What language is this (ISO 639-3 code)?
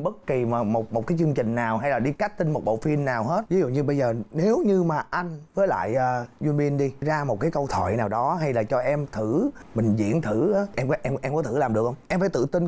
vie